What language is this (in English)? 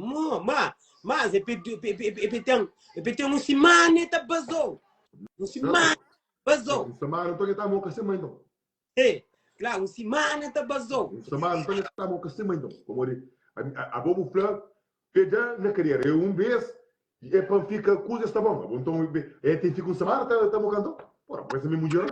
Kabuverdianu